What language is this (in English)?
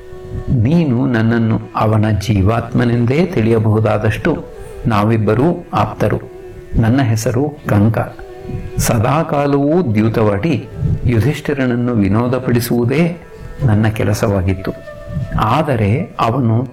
Kannada